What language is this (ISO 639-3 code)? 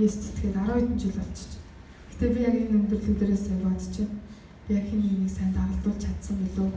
mon